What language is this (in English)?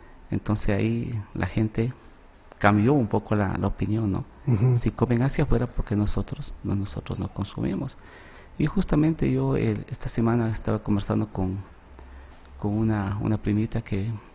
Spanish